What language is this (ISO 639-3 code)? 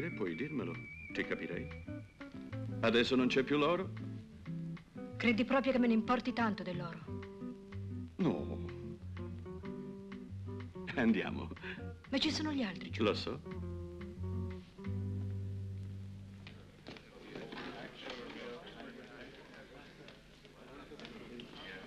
ita